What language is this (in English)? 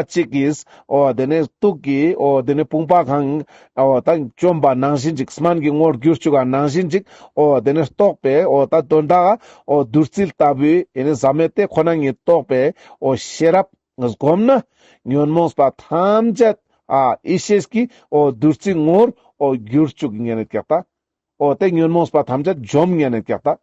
Ladakhi